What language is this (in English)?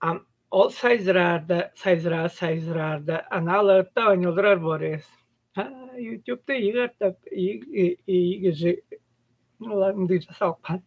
Tuvinian